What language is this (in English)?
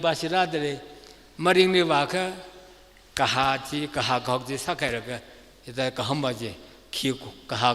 Tangkhul Naga (India)